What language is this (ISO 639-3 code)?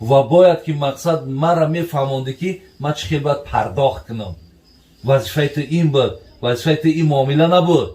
tgk